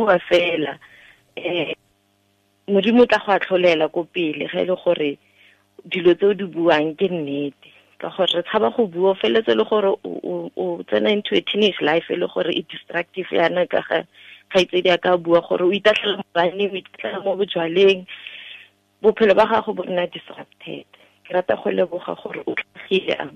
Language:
Tswana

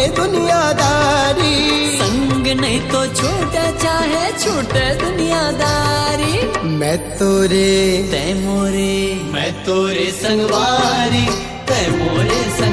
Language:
Chhattisgarhi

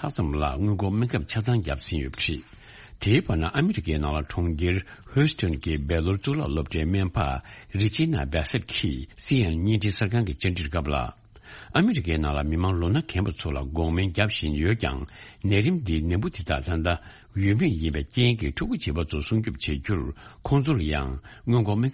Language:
Tibetan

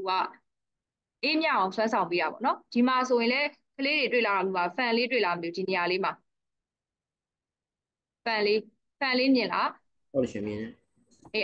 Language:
Burmese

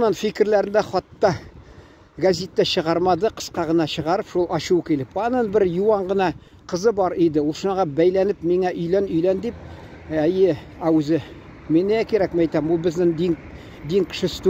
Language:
Tatar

